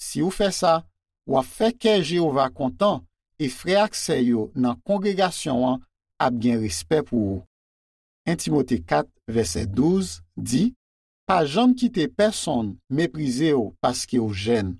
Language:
Haitian Creole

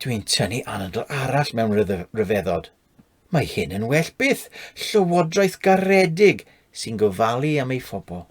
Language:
Welsh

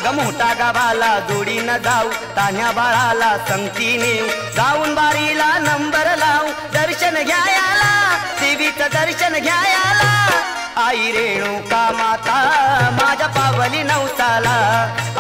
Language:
Marathi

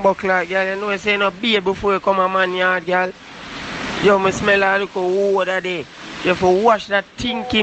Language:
Jamaican Creole English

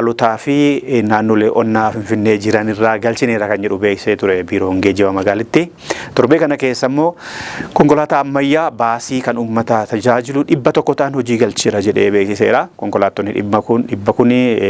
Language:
Oromo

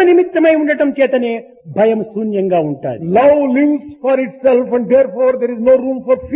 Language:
Telugu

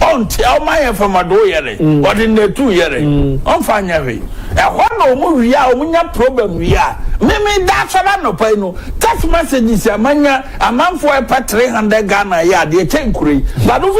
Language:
Akan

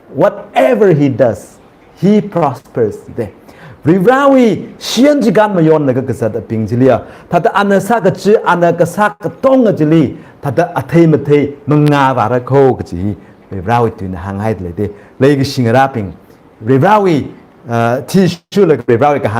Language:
Tangkhul Naga (India)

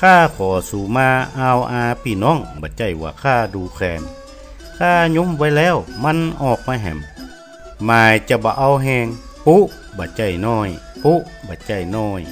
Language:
Northern Thai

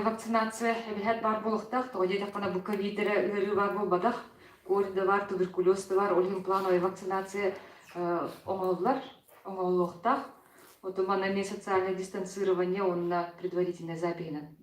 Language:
Yakut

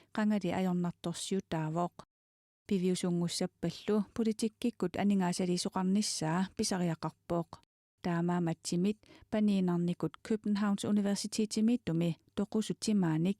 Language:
Kalaallisut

